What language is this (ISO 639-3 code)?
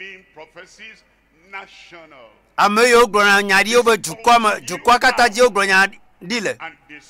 ewe